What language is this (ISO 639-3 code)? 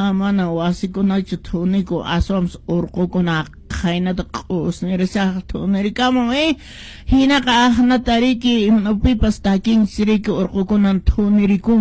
que